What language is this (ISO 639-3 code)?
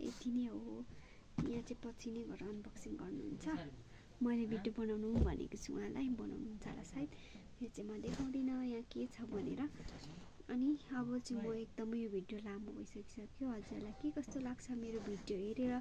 nep